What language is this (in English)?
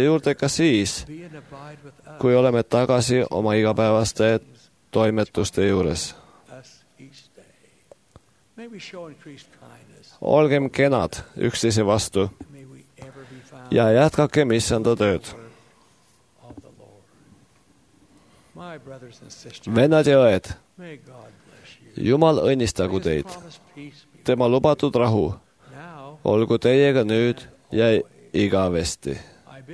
Estonian